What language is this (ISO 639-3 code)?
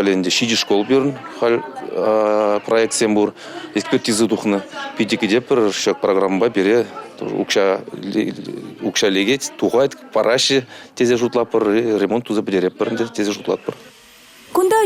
chv